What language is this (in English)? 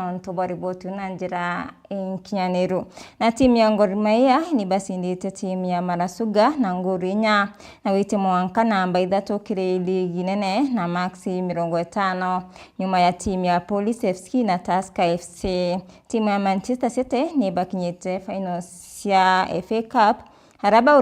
Meru